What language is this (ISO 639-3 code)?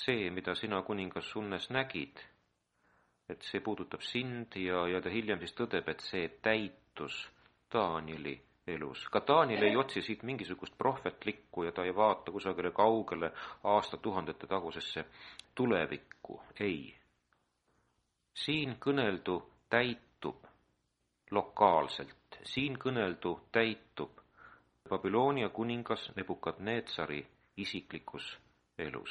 est